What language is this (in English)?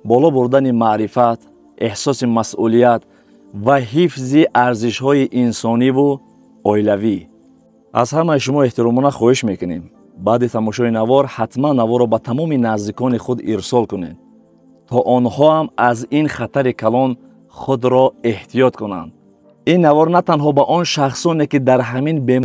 Tajik